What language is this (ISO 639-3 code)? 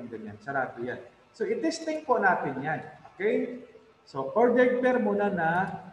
fil